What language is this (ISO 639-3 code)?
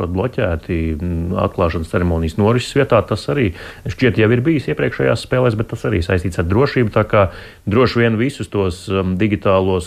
lav